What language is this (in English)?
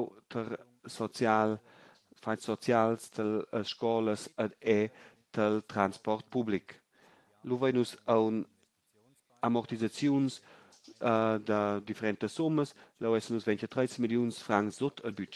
Romansh